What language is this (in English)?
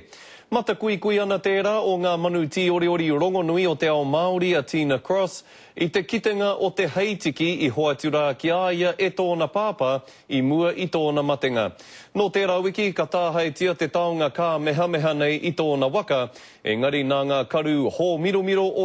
Māori